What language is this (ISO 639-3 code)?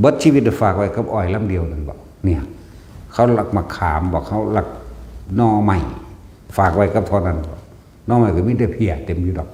tts